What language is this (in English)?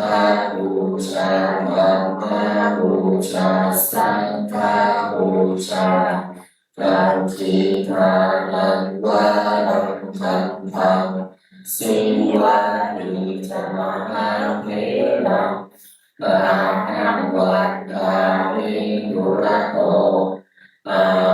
Pali